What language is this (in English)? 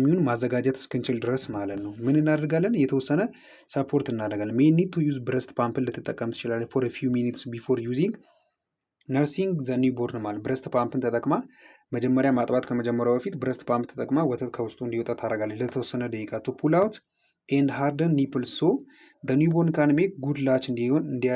Amharic